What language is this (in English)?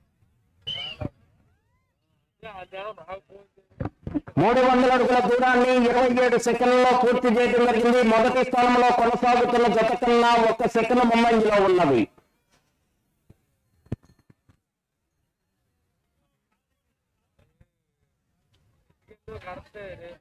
Telugu